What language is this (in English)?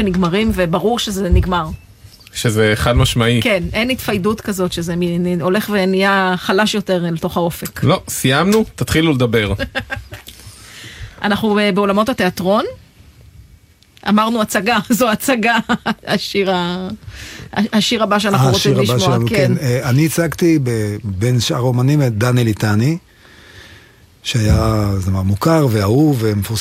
Hebrew